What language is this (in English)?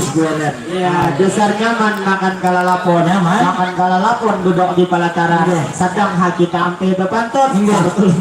Banjar